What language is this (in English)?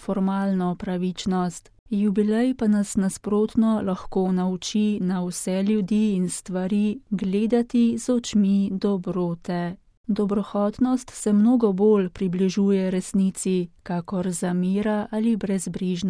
Slovenian